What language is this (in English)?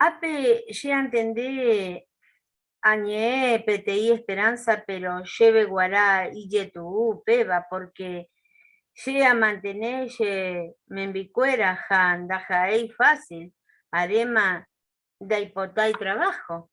Guarani